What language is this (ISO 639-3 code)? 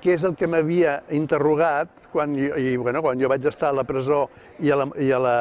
cat